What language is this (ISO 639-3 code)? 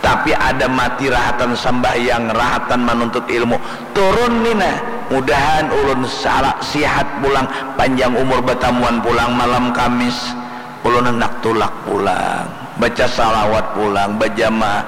bjn